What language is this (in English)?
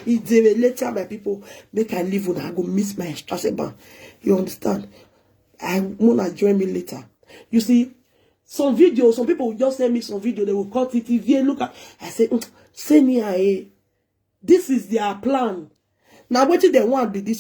Nigerian Pidgin